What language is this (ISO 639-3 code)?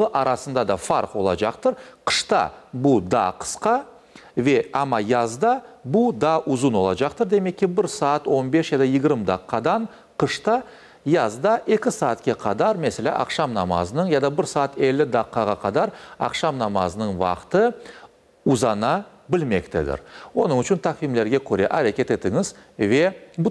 crh